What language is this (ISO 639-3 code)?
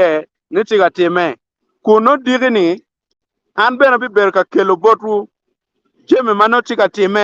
ach